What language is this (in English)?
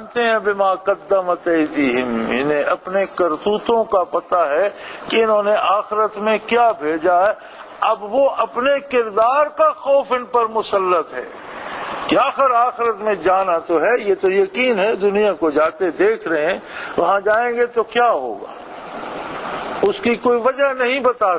Urdu